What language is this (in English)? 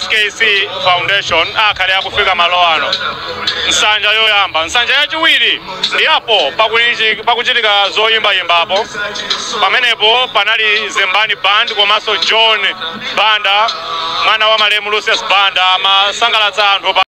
Nyanja